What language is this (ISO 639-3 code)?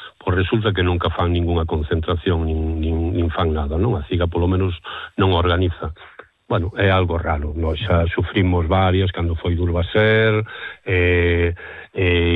glg